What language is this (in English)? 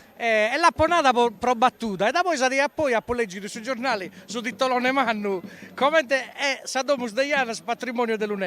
Sardinian